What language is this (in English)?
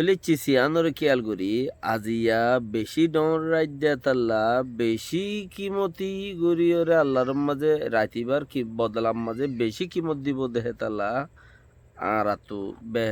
Rohingya